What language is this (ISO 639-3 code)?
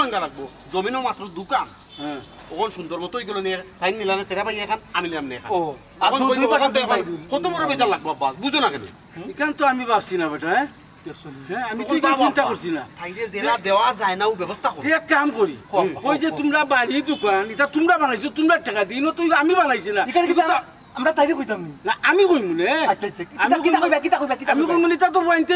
syl